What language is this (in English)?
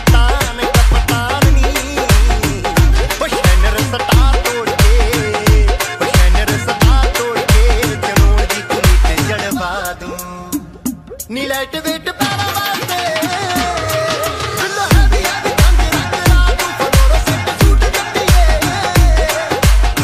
Punjabi